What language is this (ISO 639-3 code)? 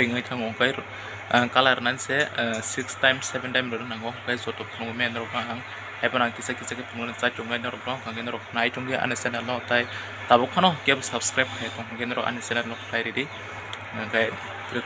trp